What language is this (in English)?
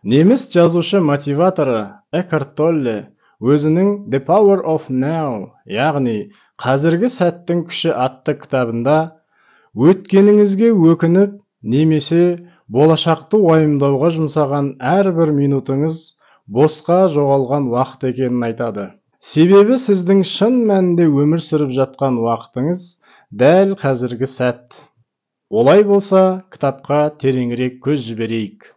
Kazakh